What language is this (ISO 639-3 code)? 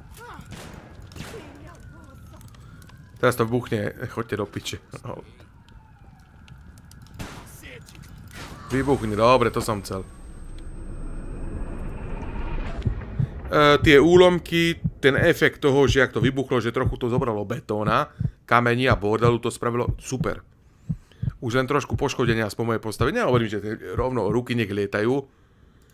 slk